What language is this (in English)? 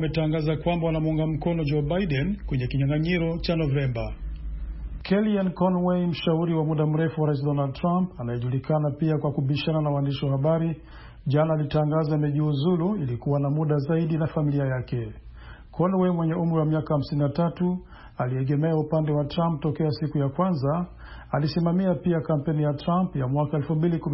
Swahili